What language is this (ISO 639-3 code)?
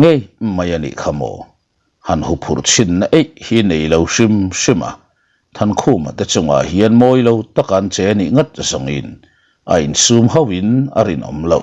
lus